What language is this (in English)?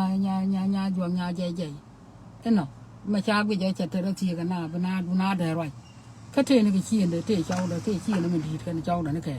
Nuer